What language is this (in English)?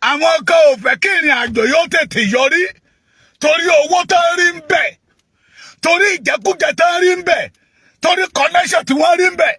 Yoruba